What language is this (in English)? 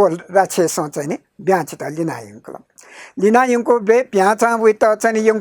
Newari